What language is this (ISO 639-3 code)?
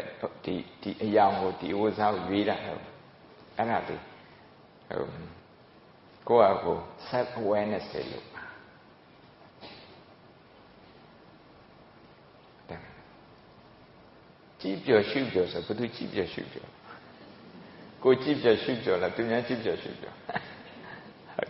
mya